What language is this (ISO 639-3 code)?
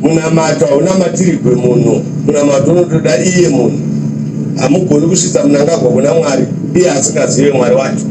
sna